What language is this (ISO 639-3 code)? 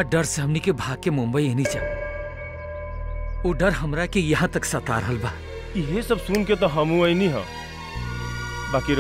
bho